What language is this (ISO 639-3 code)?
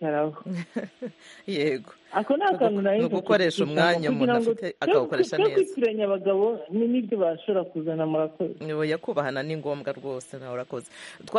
kin